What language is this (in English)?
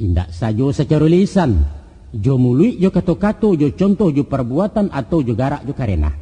Minangkabau